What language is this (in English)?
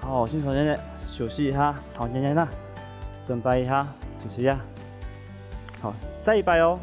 Hakka Chinese